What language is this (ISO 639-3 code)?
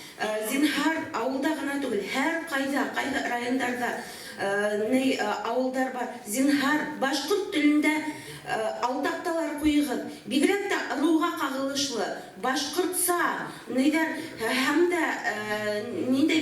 bak